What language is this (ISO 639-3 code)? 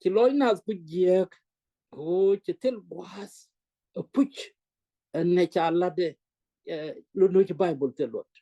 nus